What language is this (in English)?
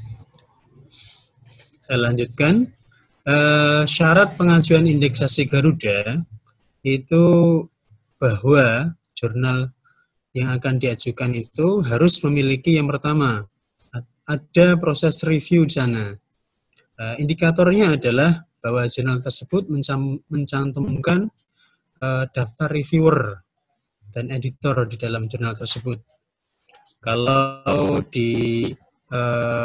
Indonesian